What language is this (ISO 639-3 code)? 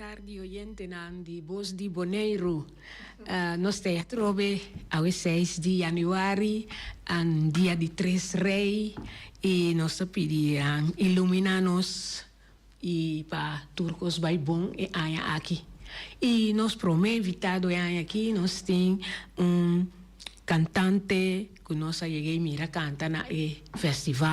pap